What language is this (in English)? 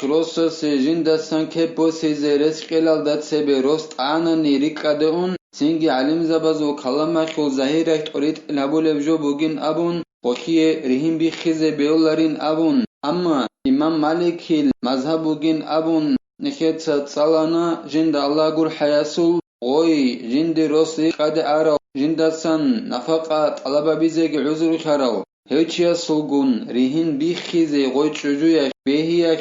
Avaric